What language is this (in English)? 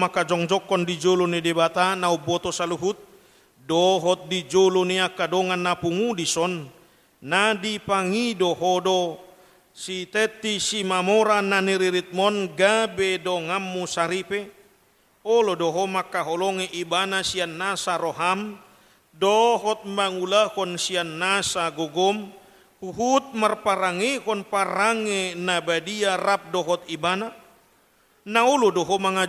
Batak Toba